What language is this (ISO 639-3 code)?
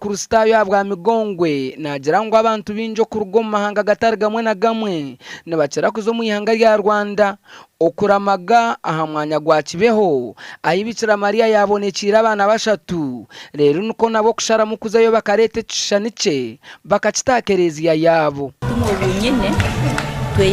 nyn